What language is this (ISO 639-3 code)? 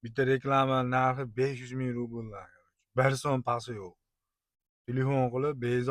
uzb